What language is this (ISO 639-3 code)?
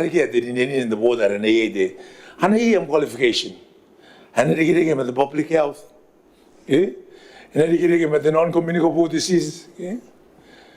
gil